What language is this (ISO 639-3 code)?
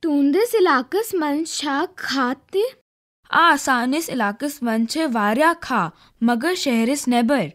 kas